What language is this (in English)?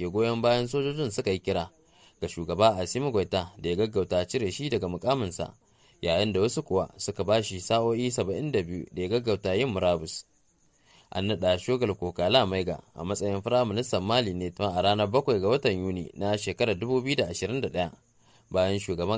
Hausa